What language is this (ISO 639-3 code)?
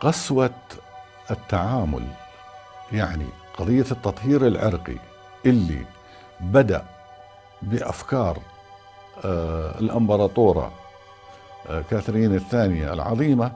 apc